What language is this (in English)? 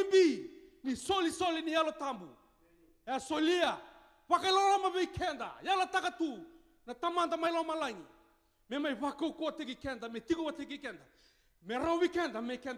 Fijian